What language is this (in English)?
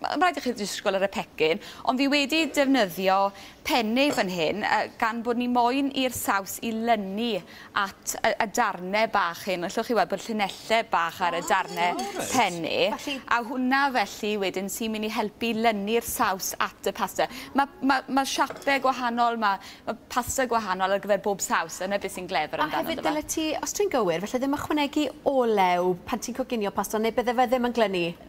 Welsh